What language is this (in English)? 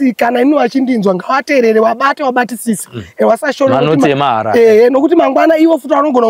Shona